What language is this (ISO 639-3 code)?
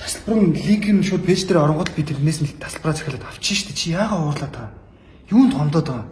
mon